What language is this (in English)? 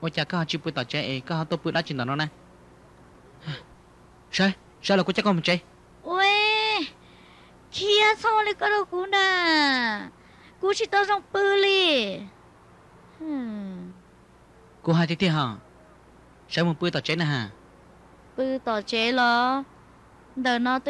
Vietnamese